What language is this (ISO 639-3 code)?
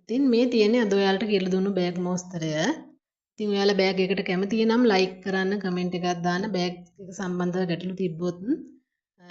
sin